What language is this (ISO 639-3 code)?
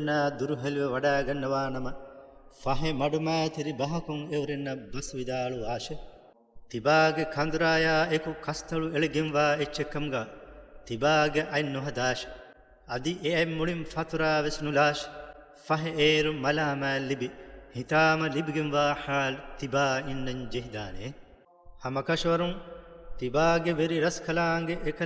div